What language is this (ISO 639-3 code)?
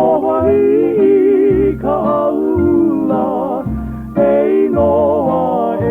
haw